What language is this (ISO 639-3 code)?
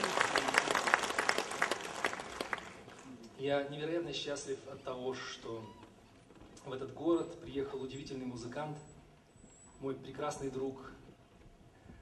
rus